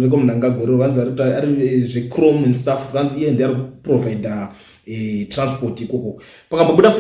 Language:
Shona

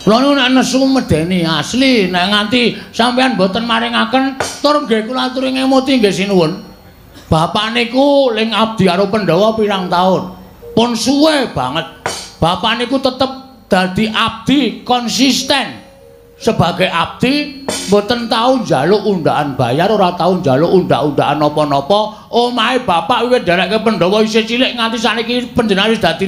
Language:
Javanese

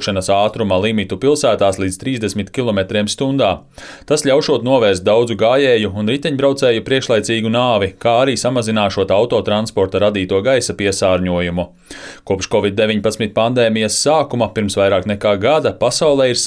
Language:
Latvian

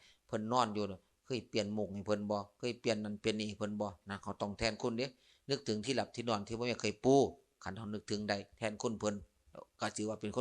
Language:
Lao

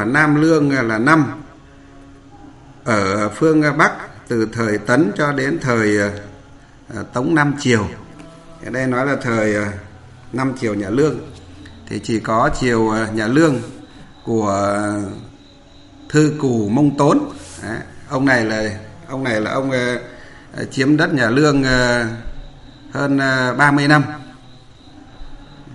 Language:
Vietnamese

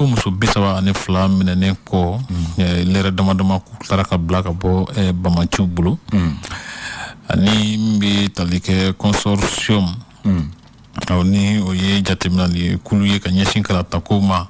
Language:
Bambara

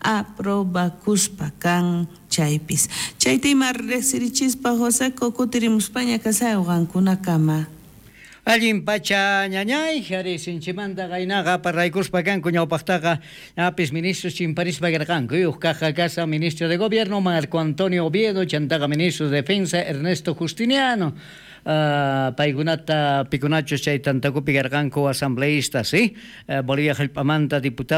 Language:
South Bolivian Quechua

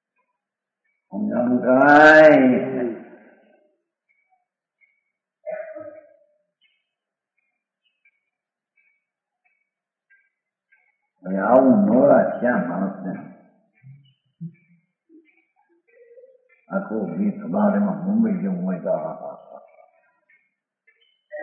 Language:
Gujarati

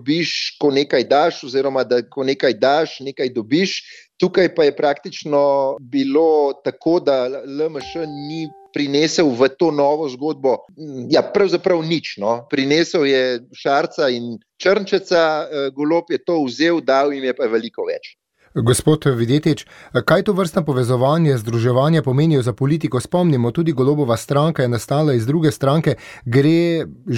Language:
Slovenian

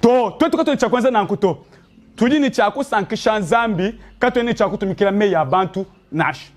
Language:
Luba-Lulua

